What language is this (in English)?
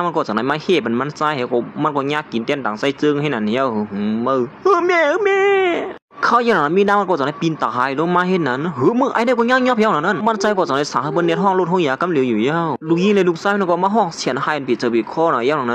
Shan